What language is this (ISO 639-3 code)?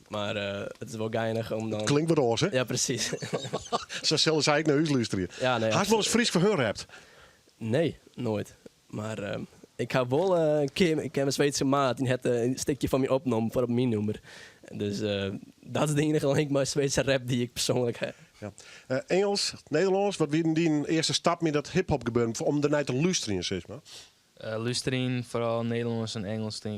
fry